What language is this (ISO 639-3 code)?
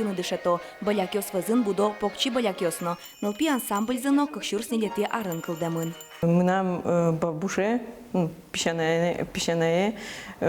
udm